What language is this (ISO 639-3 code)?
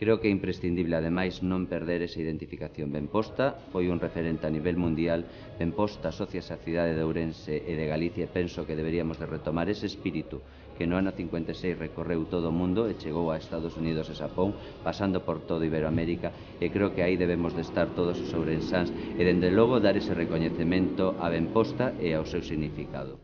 glg